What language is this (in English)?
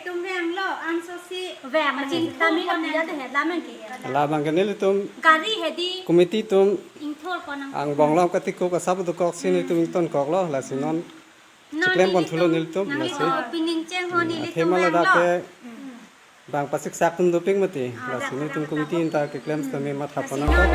Karbi